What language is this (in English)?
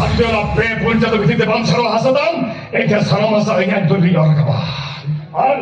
Santali